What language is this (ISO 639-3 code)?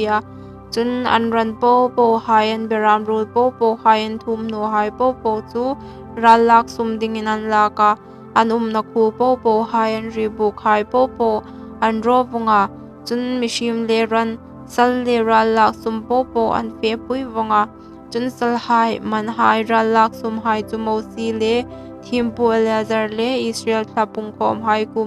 hmr